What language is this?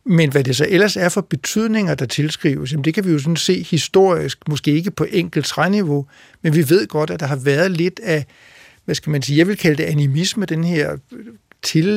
Danish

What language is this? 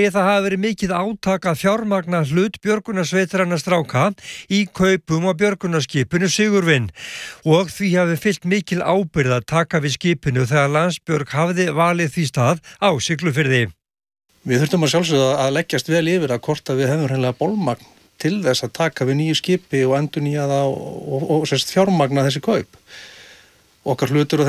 Icelandic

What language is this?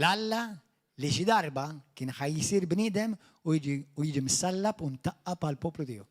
Maltese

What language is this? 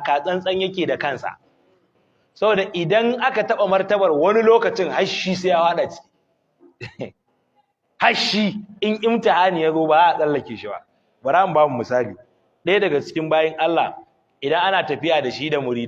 Hausa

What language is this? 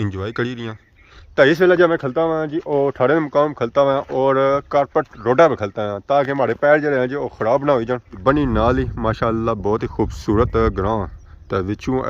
Pahari-Potwari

